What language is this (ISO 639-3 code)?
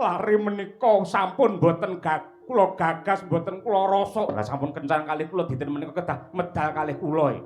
jav